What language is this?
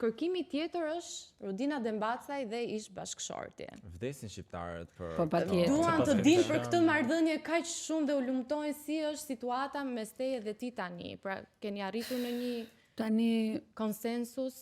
Albanian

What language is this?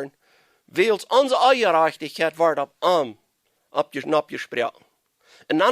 Plautdietsch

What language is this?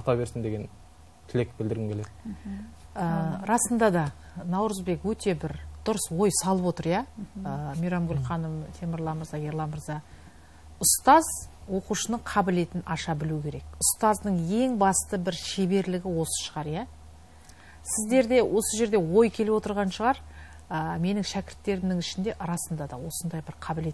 Kazakh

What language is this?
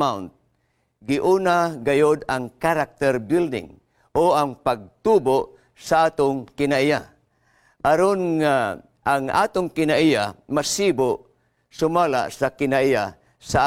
Cebuano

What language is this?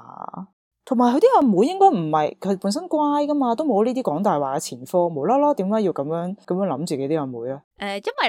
Cantonese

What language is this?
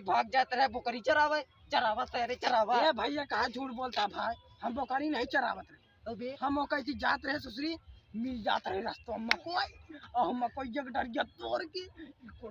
Awadhi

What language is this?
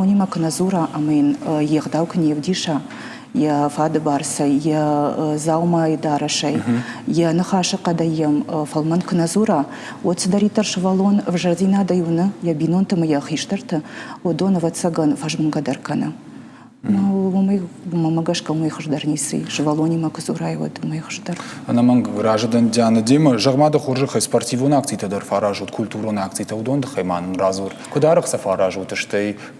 Ossetic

